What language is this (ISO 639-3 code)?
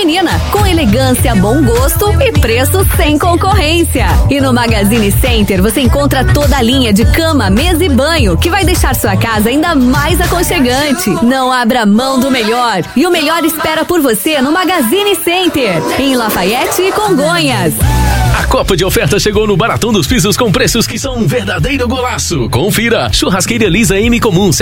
por